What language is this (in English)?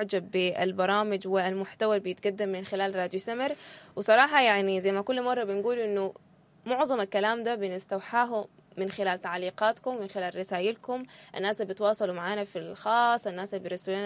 Sudanese Arabic